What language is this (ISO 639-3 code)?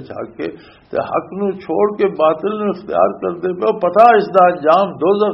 lah